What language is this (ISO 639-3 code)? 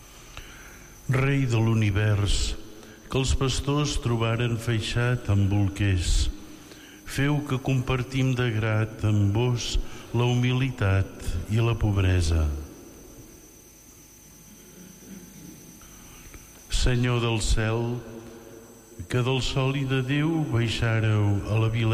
cat